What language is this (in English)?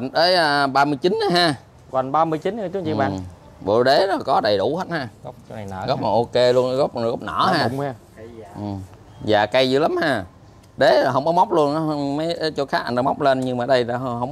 Vietnamese